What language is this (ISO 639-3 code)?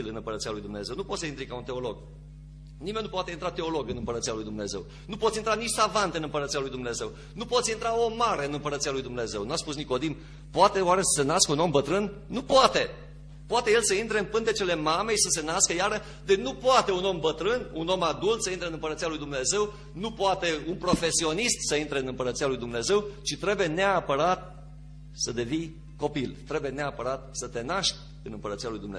ron